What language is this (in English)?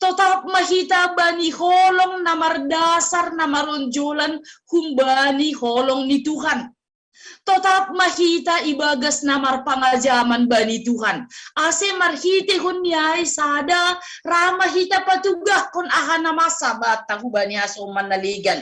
Batak Simalungun